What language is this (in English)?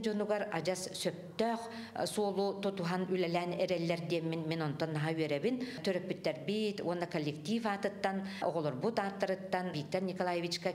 Yakut